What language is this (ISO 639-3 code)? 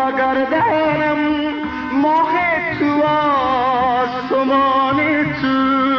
fas